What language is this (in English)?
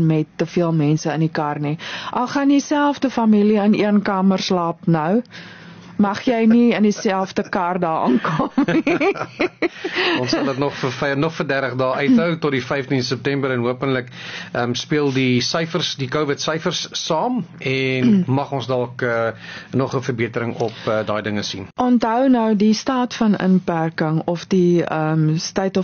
Afrikaans